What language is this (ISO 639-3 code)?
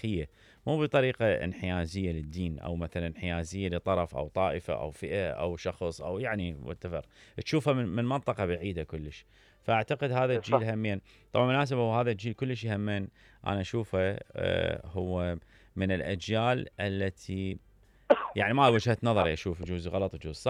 acm